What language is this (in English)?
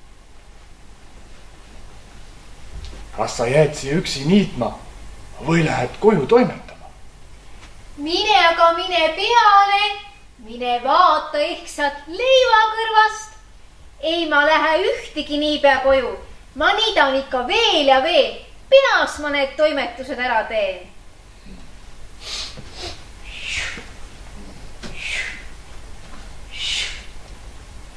Estonian